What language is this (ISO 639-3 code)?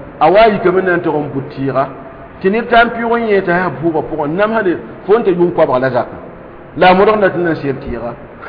mos